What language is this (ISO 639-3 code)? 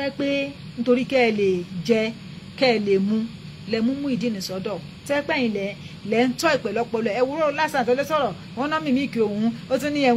yor